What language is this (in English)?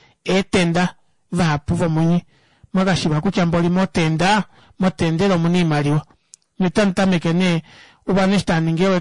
Kuanyama